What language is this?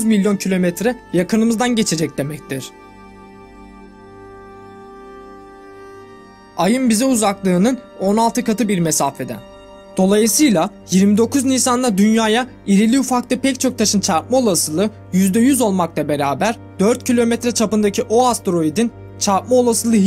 Turkish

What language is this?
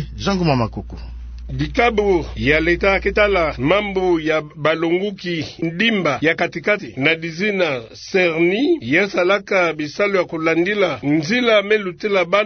Kituba (Democratic Republic of Congo)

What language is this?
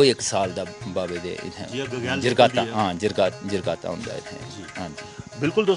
Dogri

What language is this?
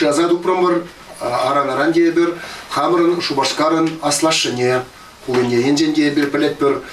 Chuvash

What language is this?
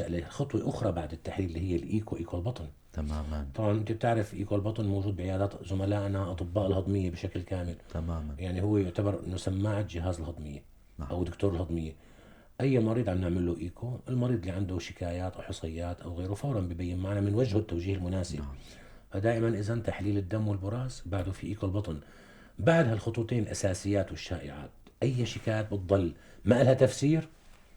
North Levantine Arabic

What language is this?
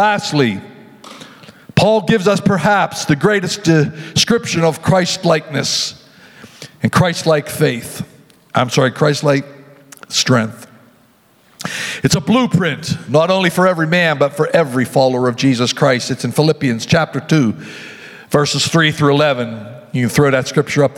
English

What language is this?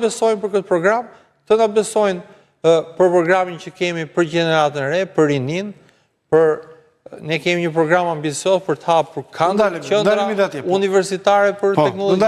Albanian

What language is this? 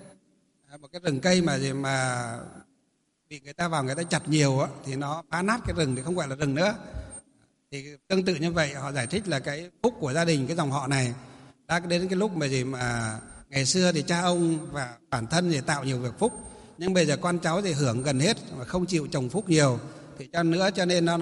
Vietnamese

